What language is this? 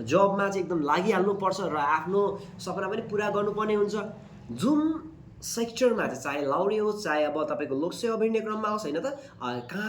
Nepali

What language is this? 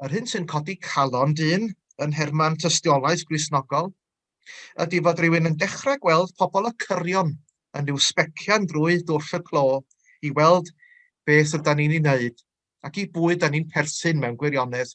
Welsh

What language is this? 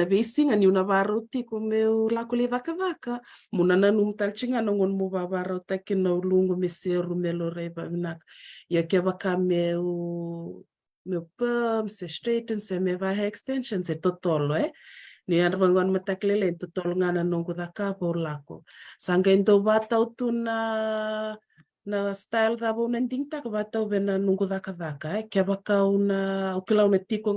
Fijian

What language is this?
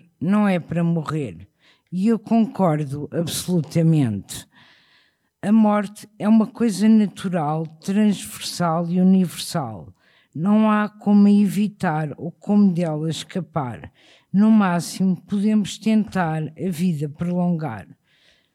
Portuguese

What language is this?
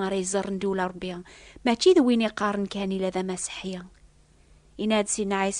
Kabyle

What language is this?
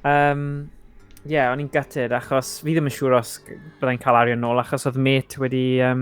Welsh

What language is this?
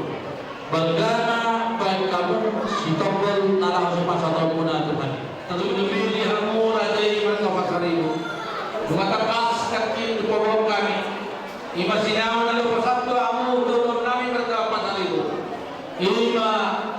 Batak Toba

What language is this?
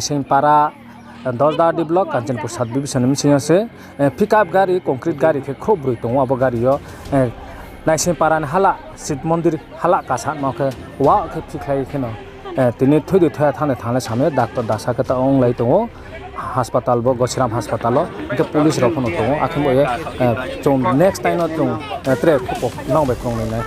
Riang (India)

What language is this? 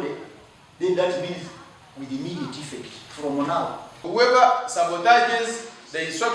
Nyankole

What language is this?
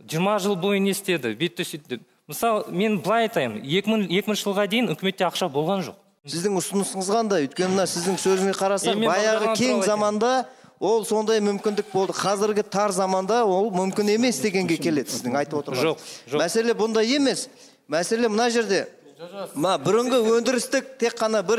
Kazakh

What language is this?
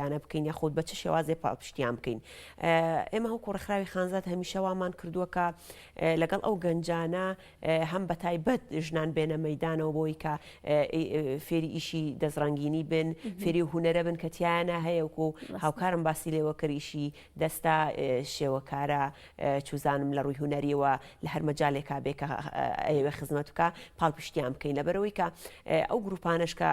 Central Kurdish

